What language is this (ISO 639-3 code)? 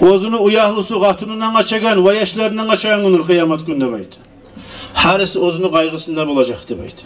kum